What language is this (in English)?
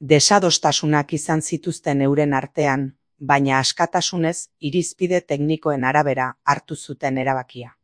Basque